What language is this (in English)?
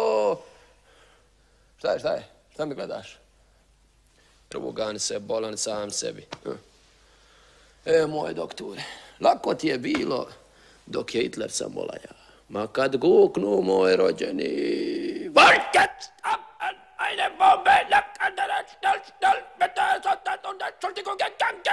Croatian